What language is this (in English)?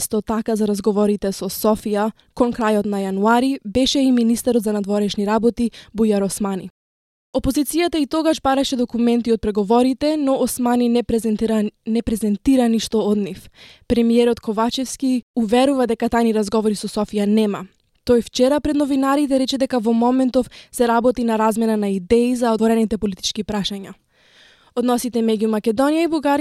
Macedonian